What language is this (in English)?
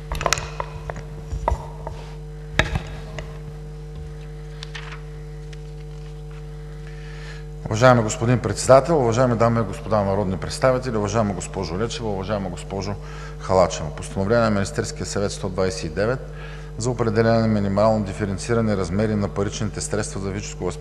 Bulgarian